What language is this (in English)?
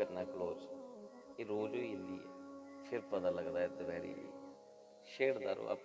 Dogri